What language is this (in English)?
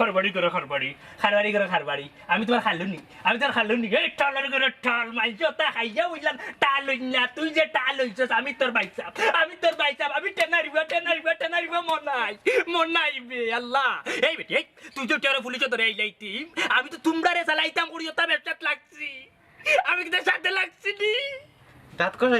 Sylheti